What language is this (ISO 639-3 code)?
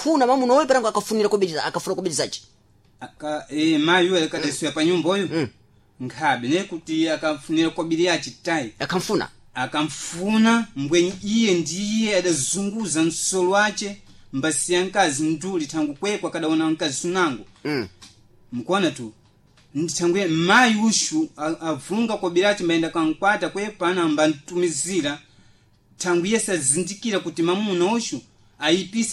seh